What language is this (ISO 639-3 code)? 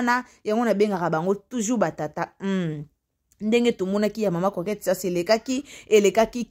lin